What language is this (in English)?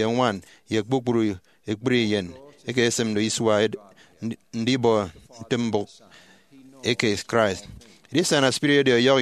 Efik